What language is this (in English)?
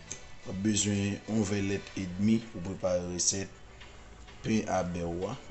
Haitian Creole